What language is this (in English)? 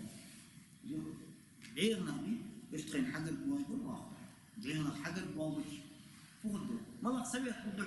Ingush